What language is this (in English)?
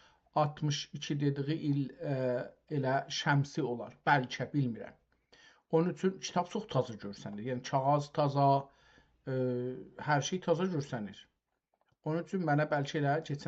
South Azerbaijani